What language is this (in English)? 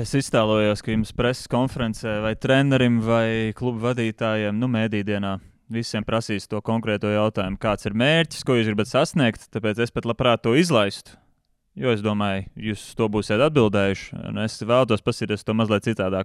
Latvian